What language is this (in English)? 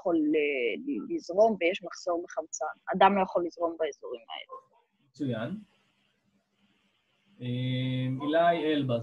Hebrew